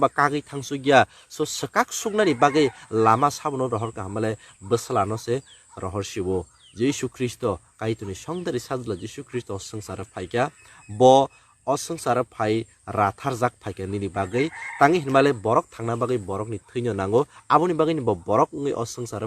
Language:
Kok Borok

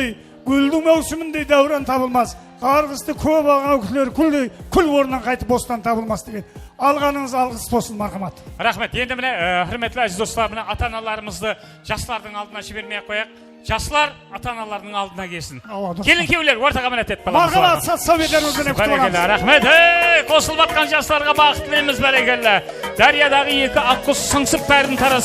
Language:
Kara-Kalpak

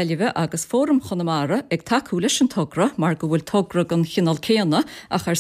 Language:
Irish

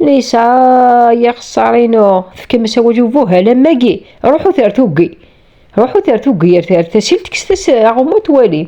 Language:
Kabyle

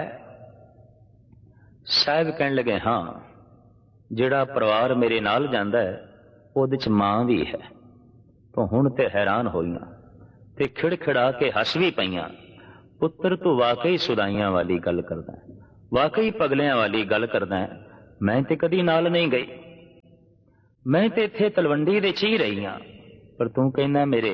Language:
Punjabi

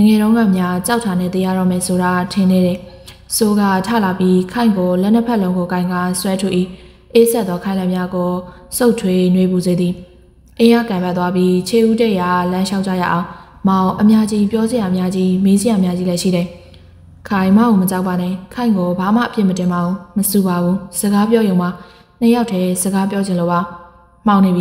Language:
Burmese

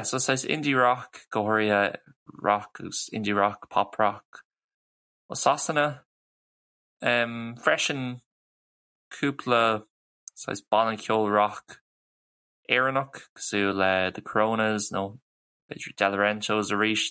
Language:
Irish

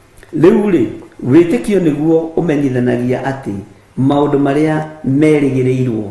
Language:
Kikuyu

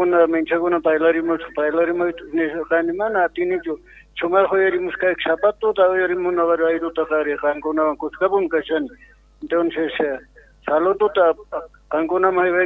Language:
Quechua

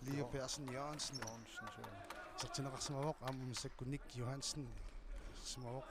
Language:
Kalaallisut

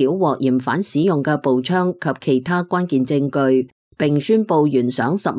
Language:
Cantonese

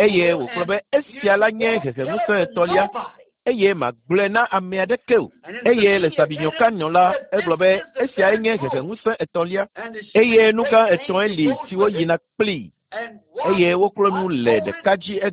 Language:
Ewe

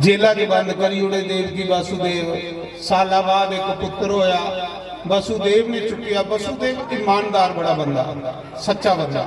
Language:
Dogri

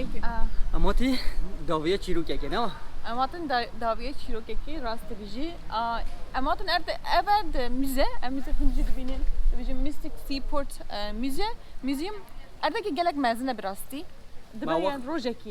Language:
Kurdish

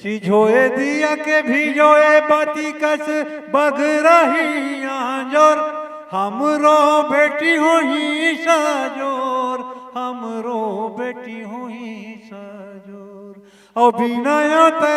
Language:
Chhattisgarhi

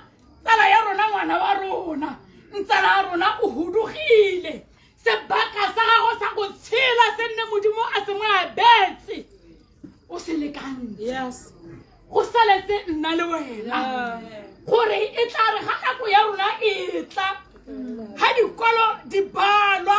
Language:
Tswana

